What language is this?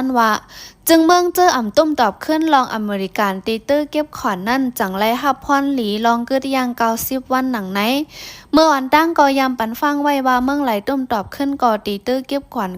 Shan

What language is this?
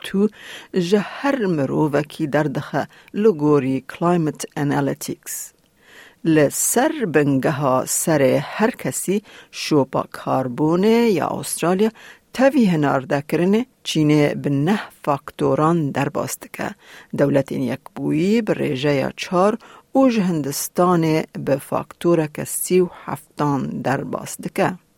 Kurdish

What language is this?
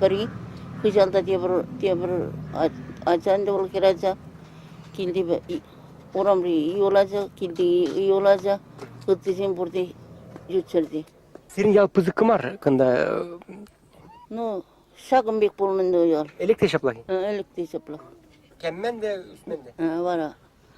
Chuvash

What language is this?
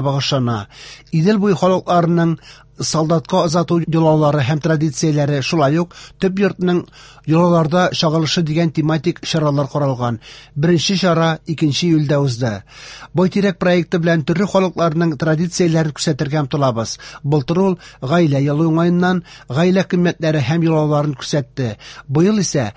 Tatar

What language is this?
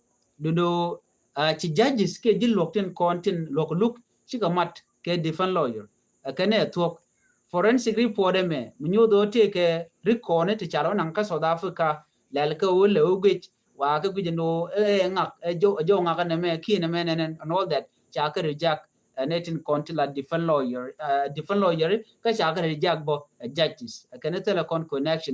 Nuer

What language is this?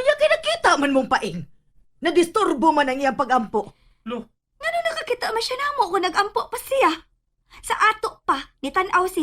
Cebuano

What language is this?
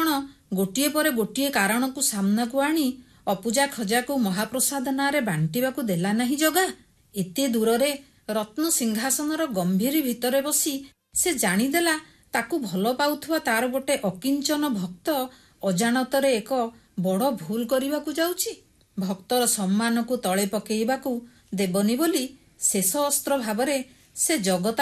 Odia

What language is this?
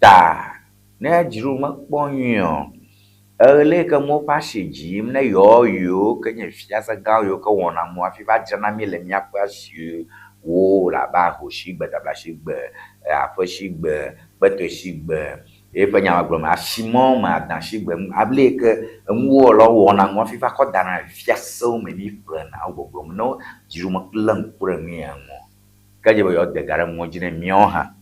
Ewe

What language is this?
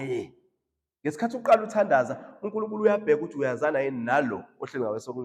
Zulu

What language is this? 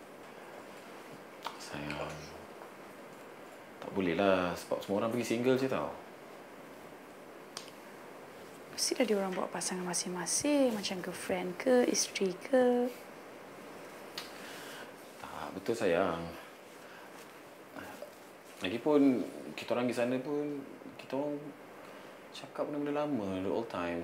Malay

